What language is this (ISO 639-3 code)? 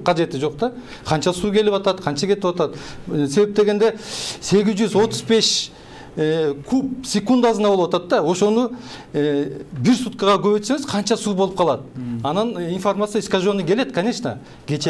kir